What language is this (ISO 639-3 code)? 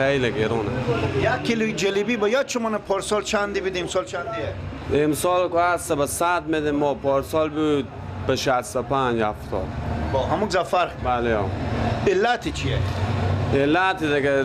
fas